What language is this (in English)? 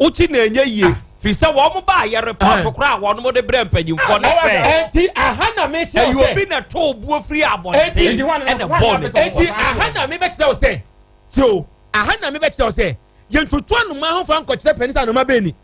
Akan